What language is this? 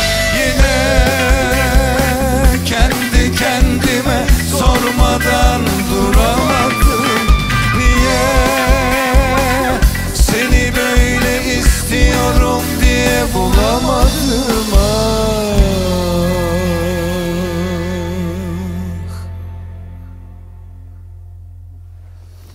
Turkish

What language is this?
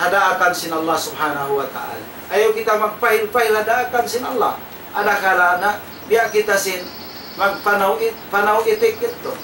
Tausug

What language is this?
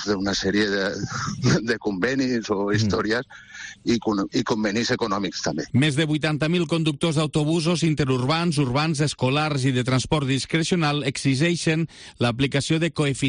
Catalan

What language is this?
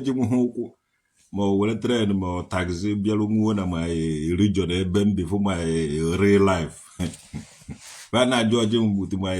Igbo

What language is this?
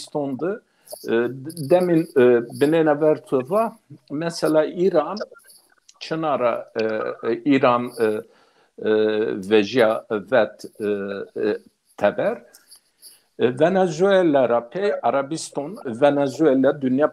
Zaza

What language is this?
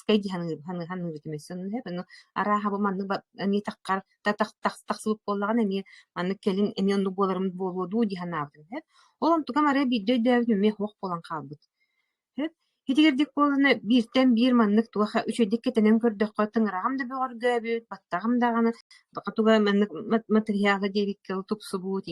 Yakut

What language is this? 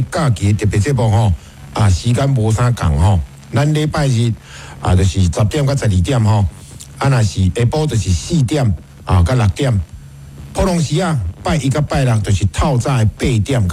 Min Nan Chinese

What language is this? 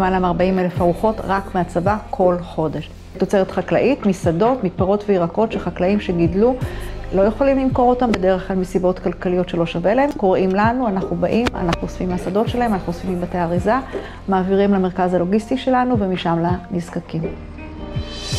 Hebrew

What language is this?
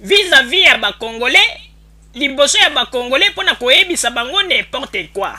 Lingala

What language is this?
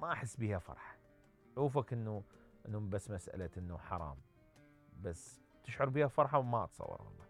Mesopotamian Arabic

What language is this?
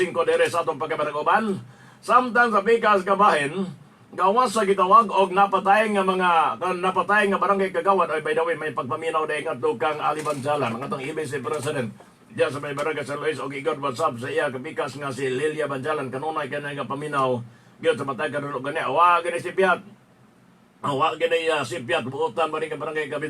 Cebuano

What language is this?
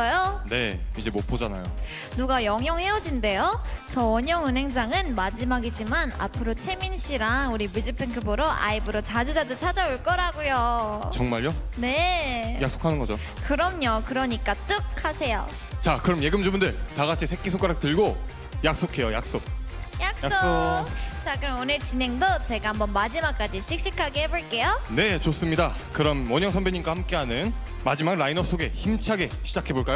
Korean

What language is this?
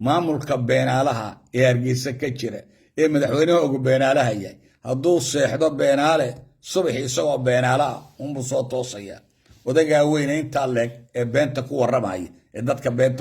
Somali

